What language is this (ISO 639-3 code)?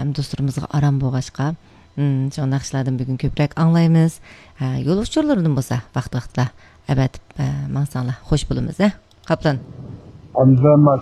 uig